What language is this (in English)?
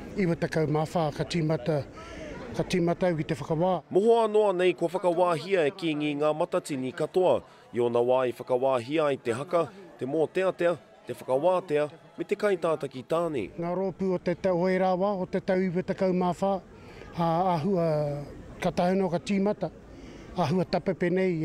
Māori